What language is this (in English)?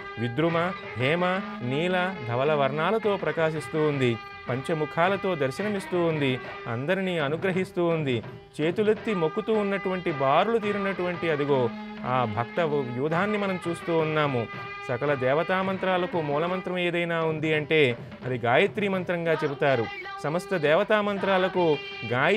Telugu